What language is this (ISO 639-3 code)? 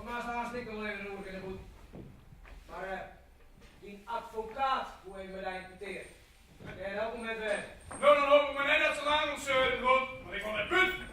fry